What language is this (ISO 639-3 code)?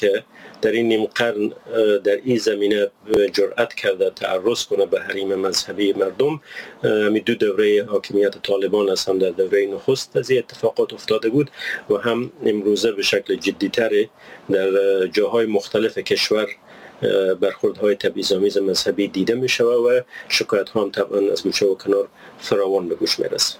fas